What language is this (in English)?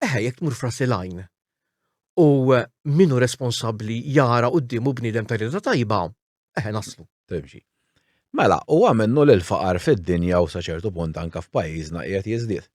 Maltese